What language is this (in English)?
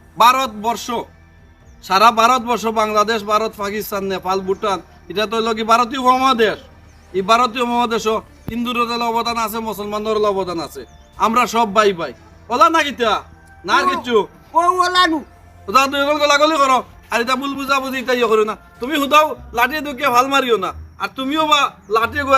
Sylheti